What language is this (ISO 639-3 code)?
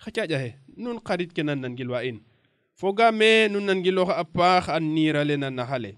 srr